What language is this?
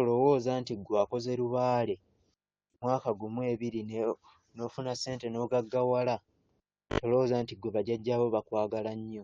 Ganda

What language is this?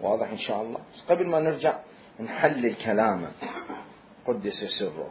Mesopotamian Arabic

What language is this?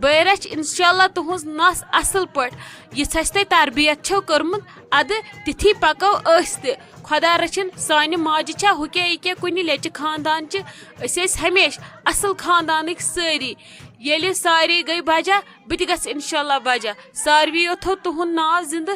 Kashmiri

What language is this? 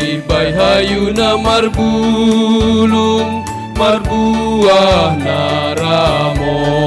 Batak Simalungun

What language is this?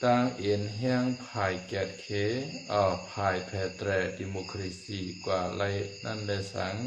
Shan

